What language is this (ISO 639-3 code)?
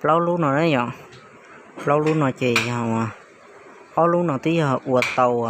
hmn